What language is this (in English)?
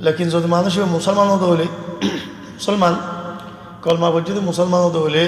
Rohingya